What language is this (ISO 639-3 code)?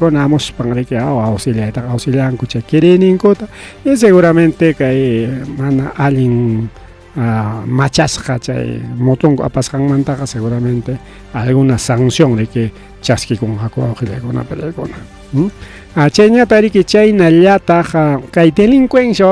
quy